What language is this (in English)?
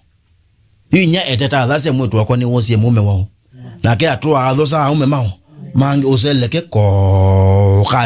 Kamba